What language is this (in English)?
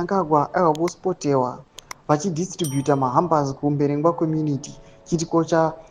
Shona